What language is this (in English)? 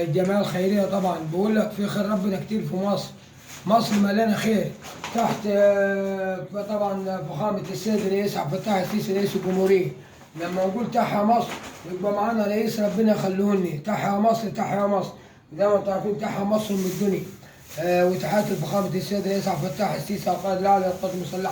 Egyptian Arabic